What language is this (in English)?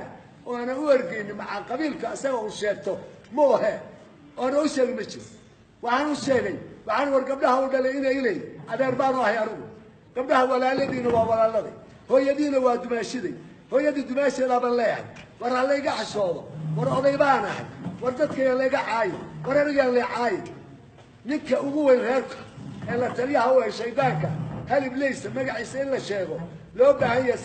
Somali